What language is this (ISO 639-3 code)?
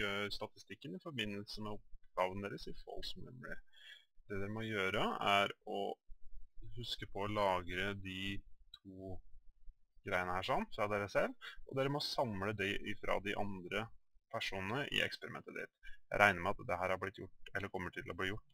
nor